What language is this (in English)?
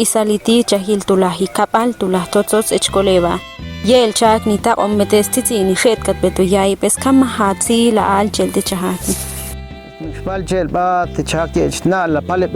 Ixil